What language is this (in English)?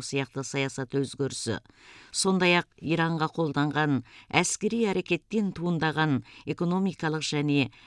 Kazakh